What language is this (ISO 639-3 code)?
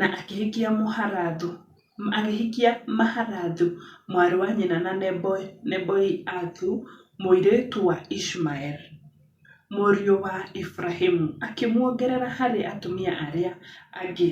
kik